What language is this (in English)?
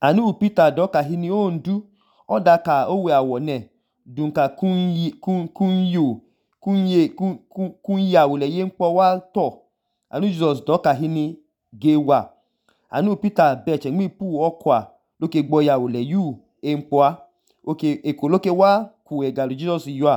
Idoma